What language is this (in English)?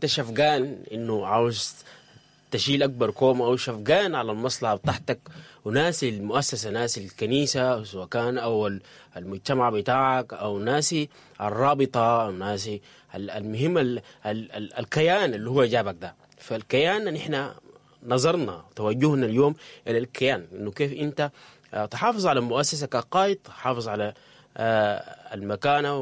Sudanese Arabic